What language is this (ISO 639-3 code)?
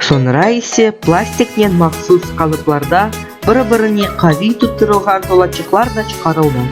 crh